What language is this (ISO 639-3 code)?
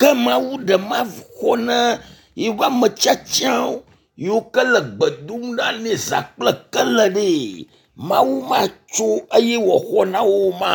ewe